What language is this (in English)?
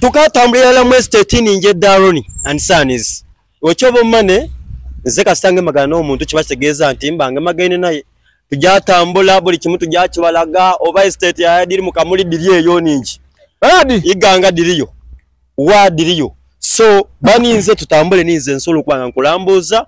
Soga